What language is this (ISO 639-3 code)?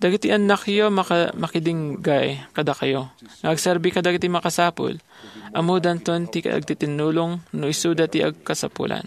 ilo